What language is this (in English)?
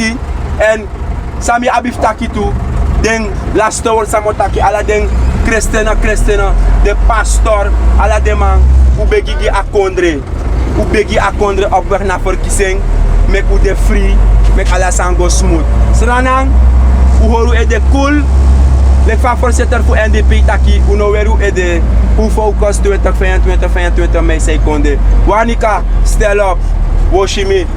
Sranan Tongo